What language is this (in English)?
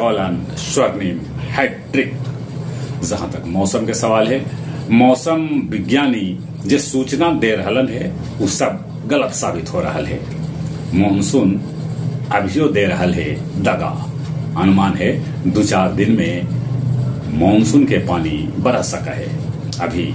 Magahi